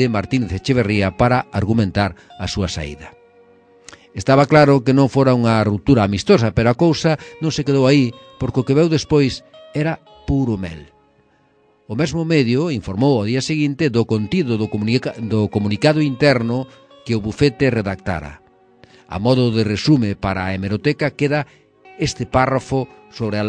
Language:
Galician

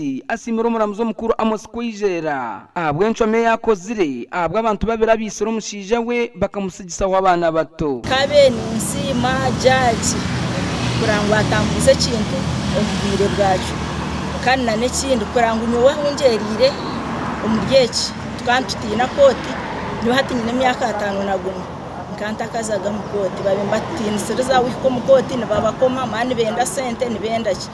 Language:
Nyankole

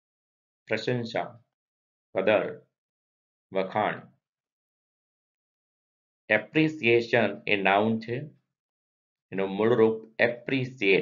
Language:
Gujarati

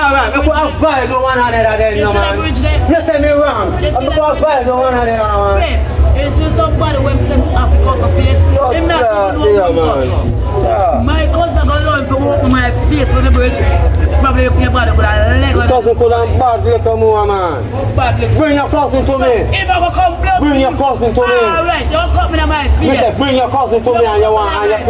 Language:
Jamaican Creole English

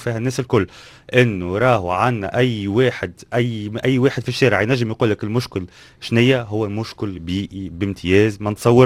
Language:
Tunisian Arabic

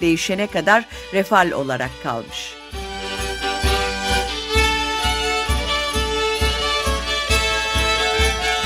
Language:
Turkish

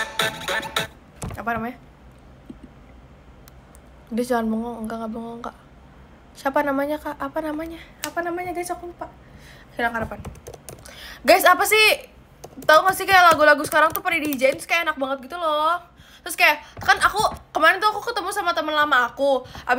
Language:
Indonesian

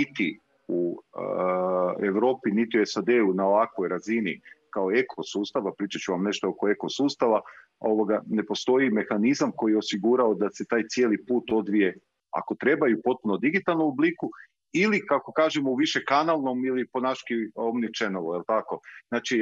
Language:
Croatian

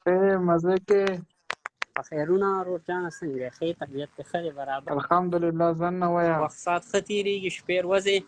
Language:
Pashto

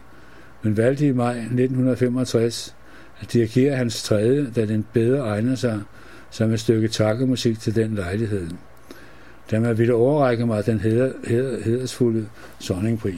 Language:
Danish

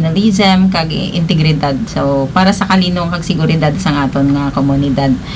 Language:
Hiligaynon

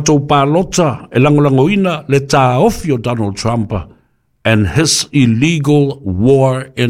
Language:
Samoan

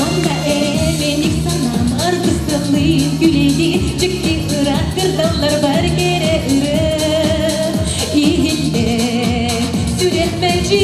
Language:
Yakut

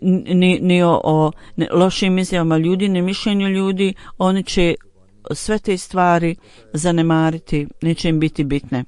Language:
Bosnian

